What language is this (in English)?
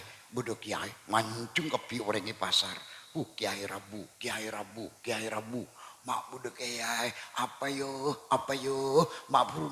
Madurese